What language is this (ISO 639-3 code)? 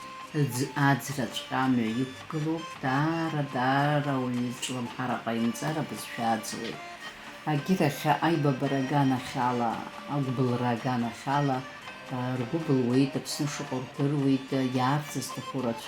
abk